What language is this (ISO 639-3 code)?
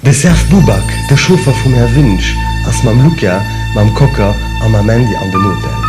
ltz